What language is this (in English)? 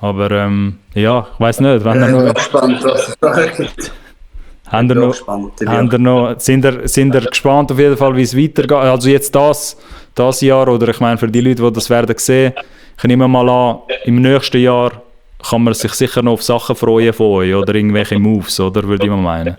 Swiss German